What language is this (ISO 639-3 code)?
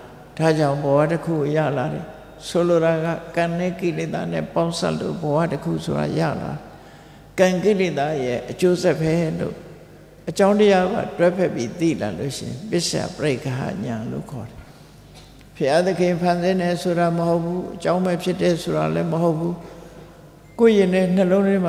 mya